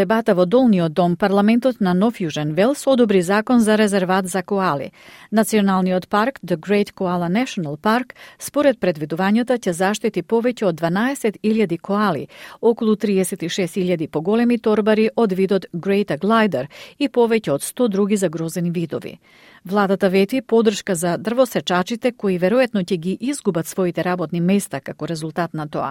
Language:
Macedonian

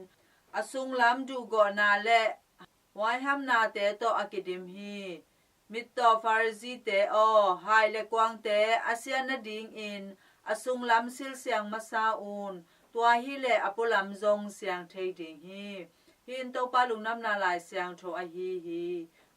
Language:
Tedim Chin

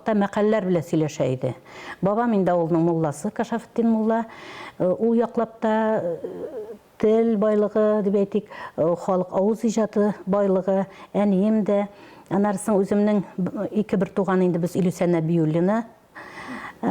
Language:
Tatar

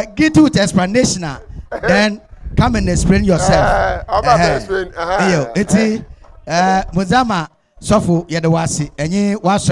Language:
Akan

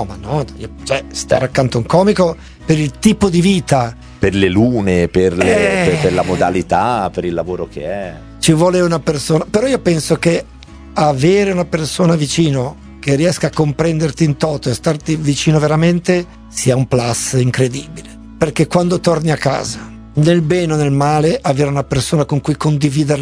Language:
Italian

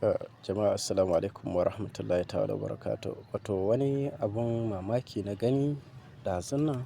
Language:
Hausa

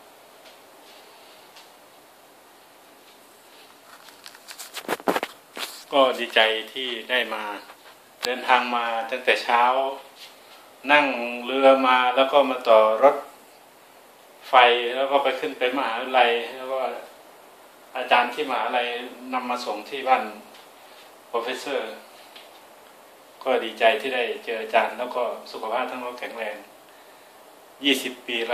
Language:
Thai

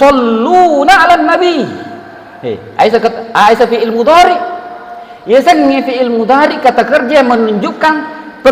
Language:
Buginese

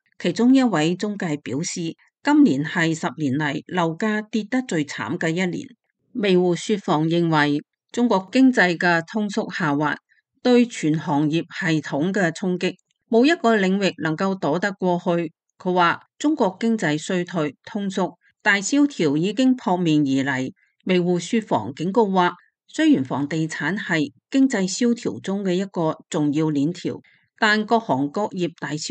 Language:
Cantonese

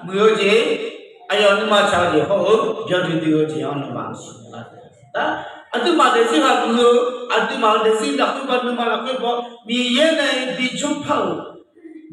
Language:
Akha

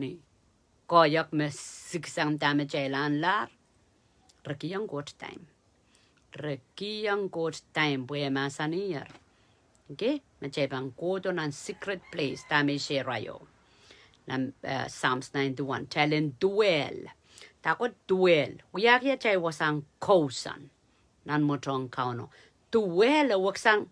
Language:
Pohnpeian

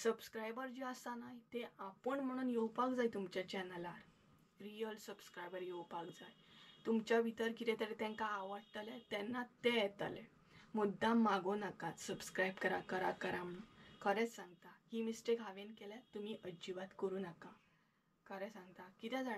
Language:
Konkani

